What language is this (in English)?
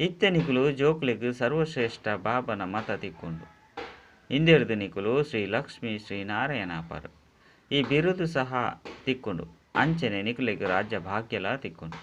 Tulu